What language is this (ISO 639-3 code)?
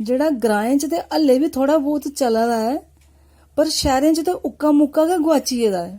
doi